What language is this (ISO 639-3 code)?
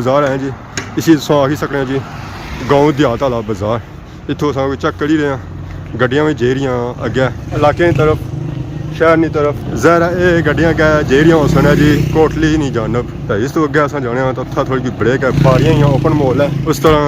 phr